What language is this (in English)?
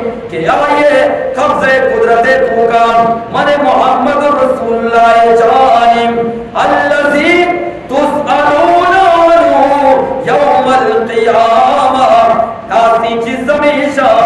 Eastern Balochi